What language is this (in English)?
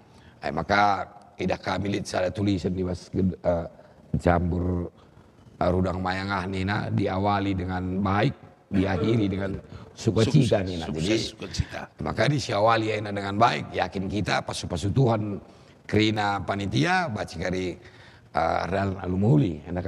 Batak Karo